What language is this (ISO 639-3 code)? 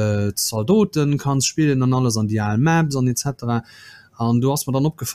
ltz